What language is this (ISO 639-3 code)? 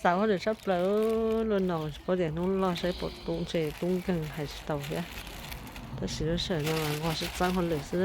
hmn